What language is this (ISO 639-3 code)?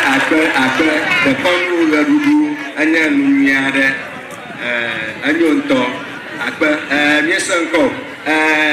ewe